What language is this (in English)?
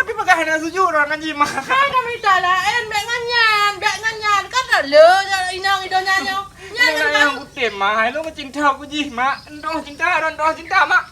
Achinese